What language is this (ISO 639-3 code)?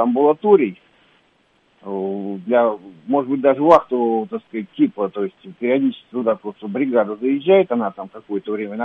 rus